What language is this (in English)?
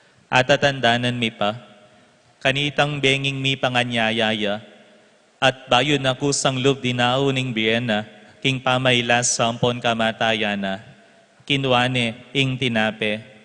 Pampanga